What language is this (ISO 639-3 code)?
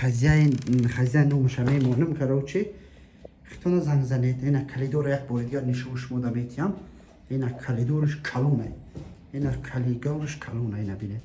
tgk